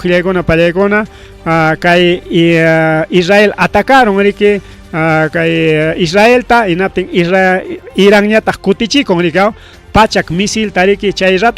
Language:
Ayacucho Quechua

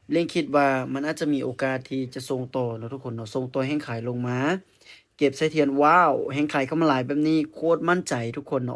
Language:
Lao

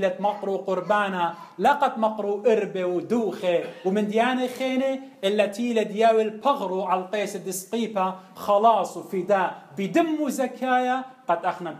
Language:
Assyrian Neo-Aramaic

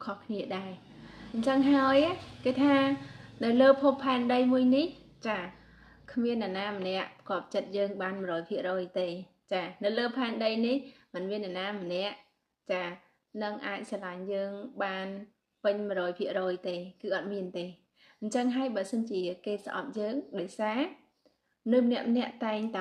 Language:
Khmer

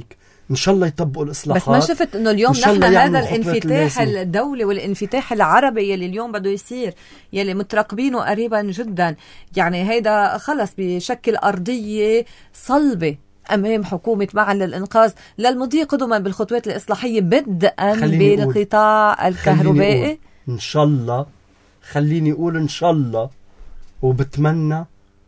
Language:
North Levantine Arabic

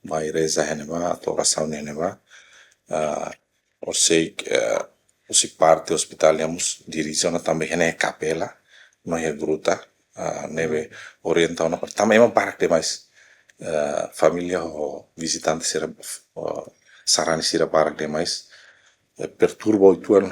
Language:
Tetum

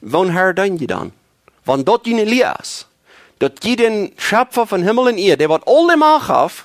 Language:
Plautdietsch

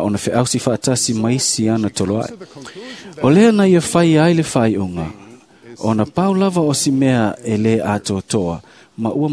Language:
Samoan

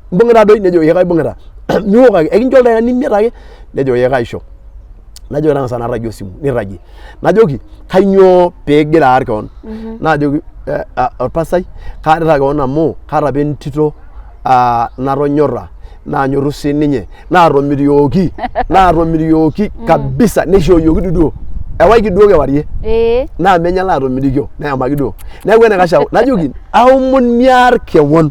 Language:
Masai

